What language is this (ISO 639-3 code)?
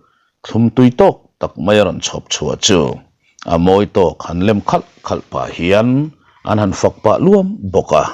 lus